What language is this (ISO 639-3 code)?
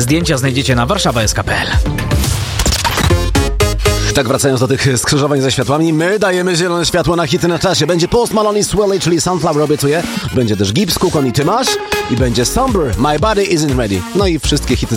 pol